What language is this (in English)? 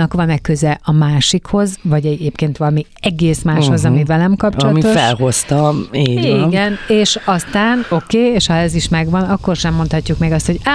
Hungarian